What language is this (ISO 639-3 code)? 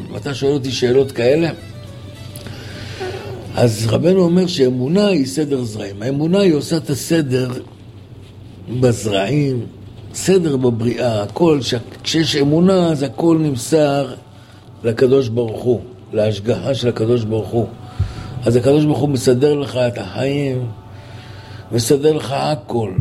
heb